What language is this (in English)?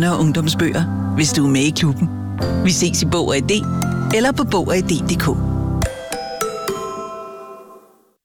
Danish